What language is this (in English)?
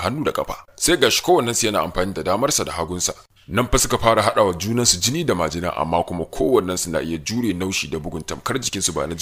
Hausa